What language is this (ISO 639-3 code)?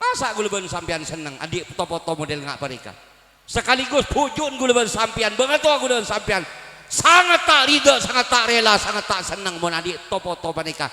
mad